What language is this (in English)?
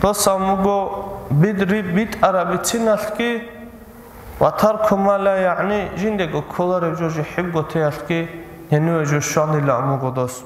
Avaric